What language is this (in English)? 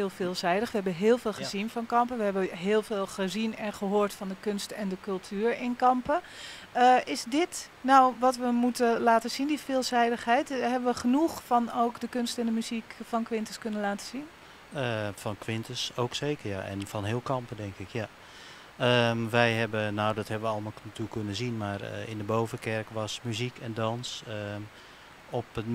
Dutch